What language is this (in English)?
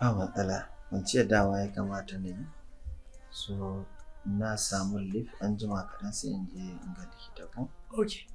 Hausa